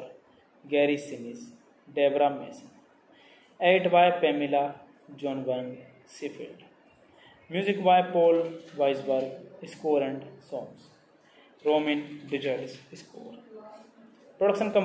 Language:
English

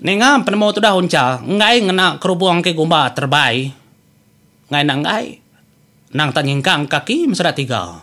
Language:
Iban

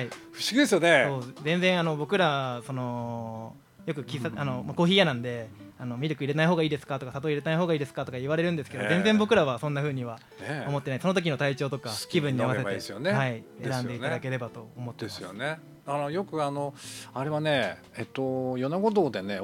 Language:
Japanese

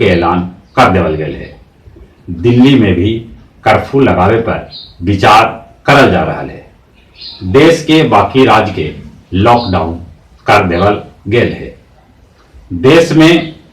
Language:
Magahi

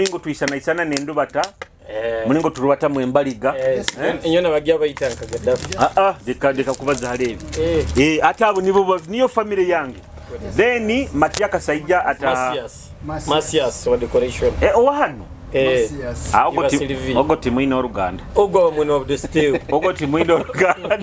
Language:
Nyoro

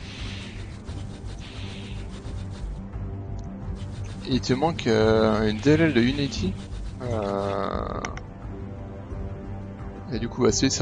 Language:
French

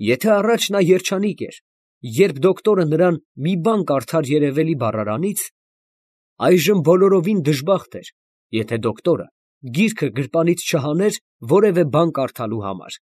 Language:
Armenian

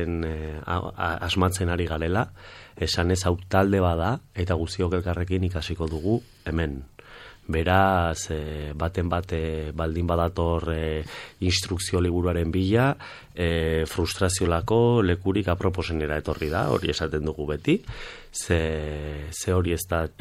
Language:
Basque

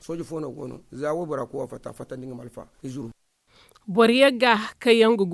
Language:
Zarma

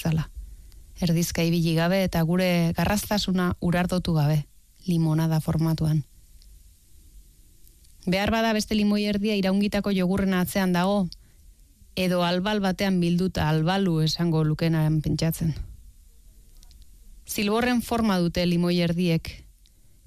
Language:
Basque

